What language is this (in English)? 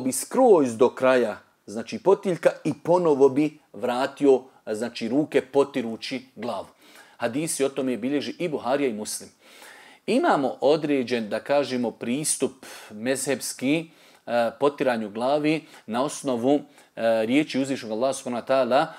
Bosnian